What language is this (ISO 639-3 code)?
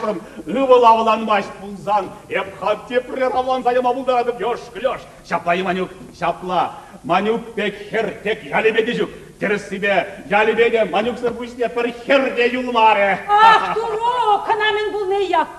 chv